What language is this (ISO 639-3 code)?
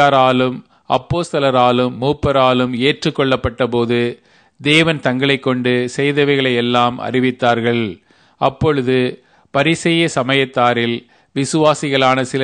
tam